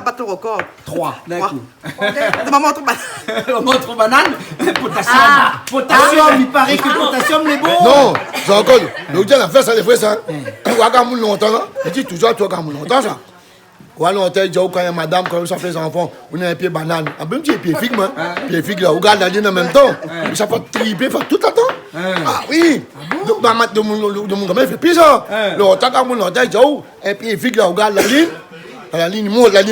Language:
Réunion Creole French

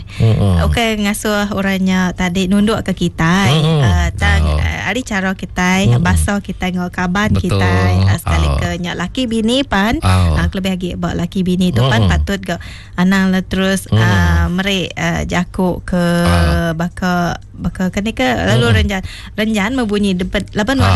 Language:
Iban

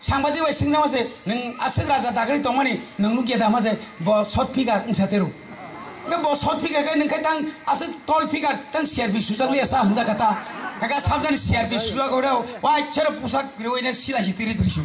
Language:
Kok Borok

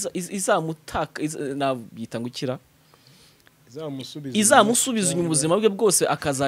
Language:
Kinyarwanda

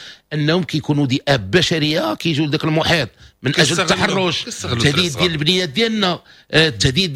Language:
Moroccan Arabic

